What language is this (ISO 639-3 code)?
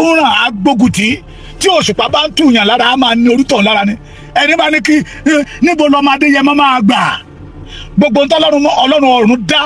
yor